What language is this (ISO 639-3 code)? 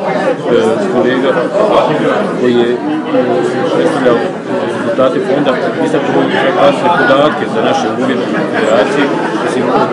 bos